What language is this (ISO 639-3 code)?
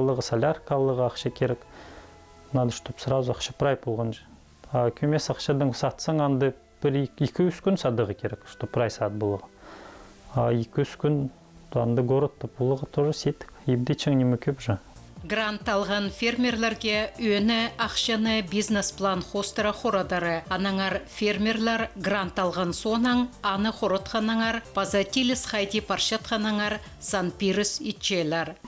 kjh